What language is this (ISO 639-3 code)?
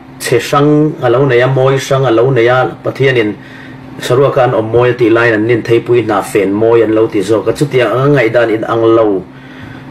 cfm